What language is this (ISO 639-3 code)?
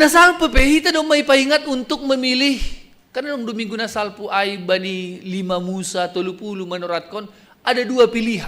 bts